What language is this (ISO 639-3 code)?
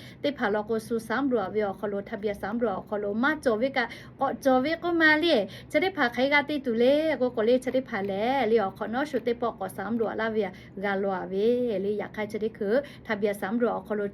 lhu